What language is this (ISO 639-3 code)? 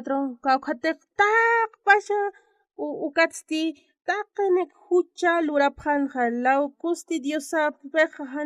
aym